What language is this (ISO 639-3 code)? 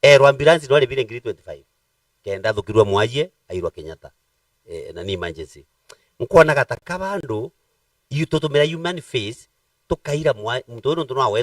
mer